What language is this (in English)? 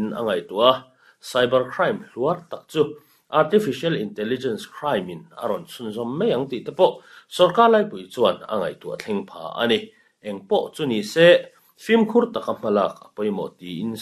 Mizo